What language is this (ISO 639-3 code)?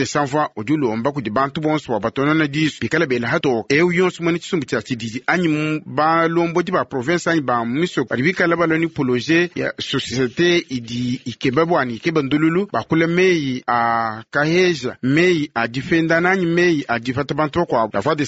lua